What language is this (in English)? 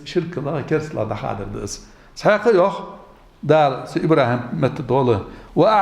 Ingush